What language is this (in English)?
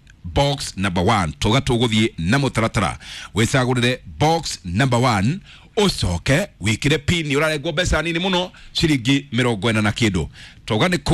Kikuyu